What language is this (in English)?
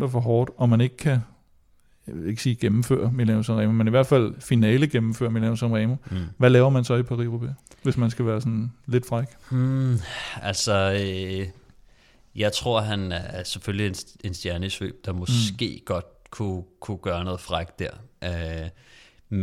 Danish